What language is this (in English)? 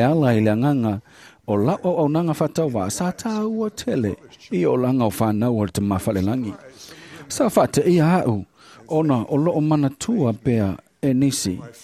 Samoan